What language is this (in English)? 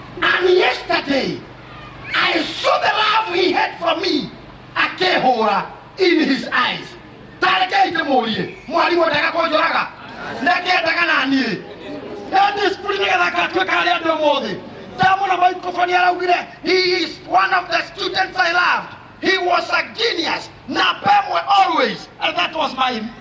Kikuyu